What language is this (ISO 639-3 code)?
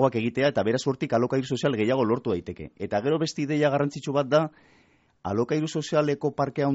eus